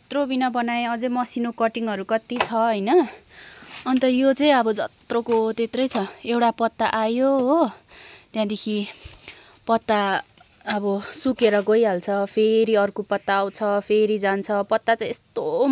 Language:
Nepali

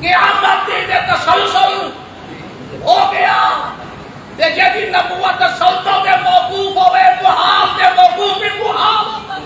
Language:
Saraiki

